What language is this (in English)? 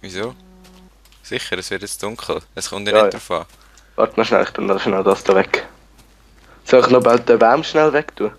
Swiss German